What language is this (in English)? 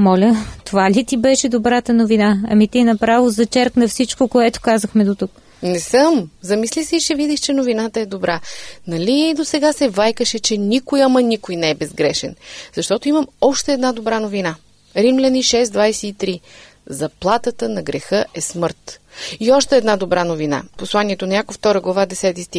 Bulgarian